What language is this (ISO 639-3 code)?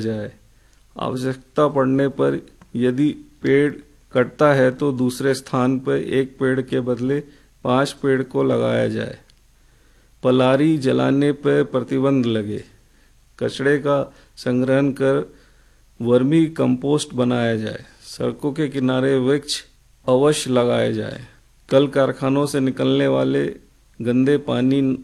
hin